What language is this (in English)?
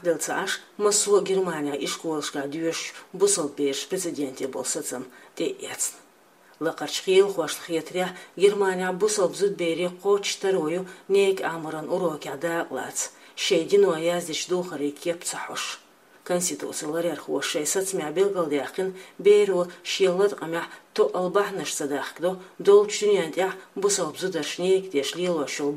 Chechen